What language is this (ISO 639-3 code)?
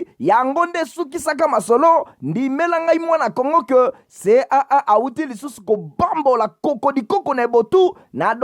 lin